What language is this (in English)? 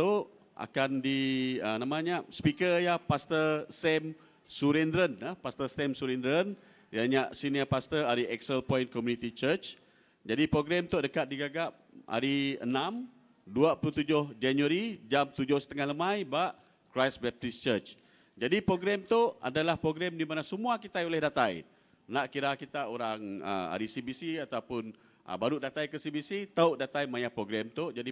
Iban